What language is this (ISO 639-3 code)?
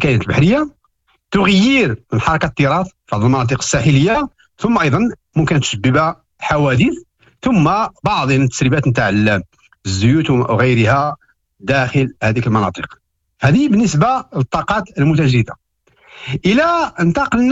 ary